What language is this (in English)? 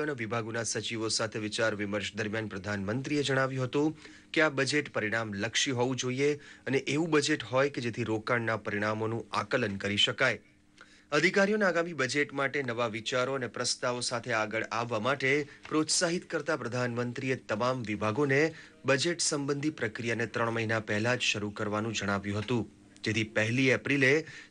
Gujarati